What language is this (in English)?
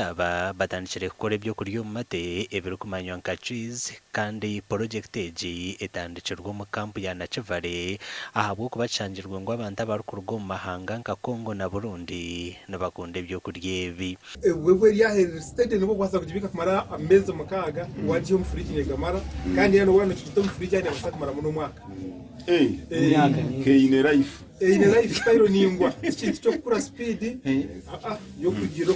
Nyankole